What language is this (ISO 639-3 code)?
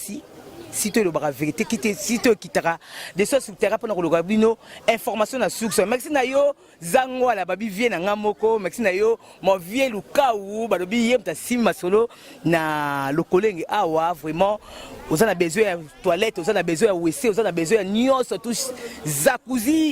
lin